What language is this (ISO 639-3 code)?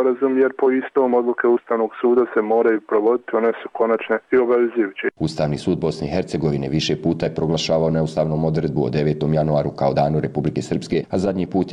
srp